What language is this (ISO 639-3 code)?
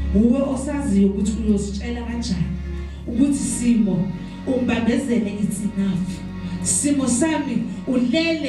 zul